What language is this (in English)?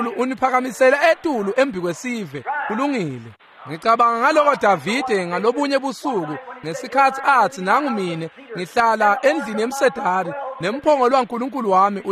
Swati